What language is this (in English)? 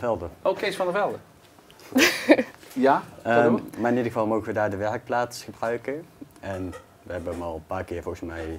Dutch